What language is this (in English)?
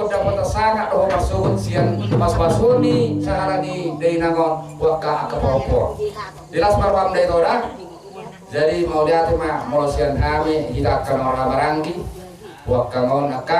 Batak Toba